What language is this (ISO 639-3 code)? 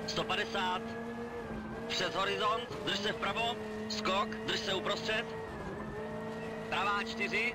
ces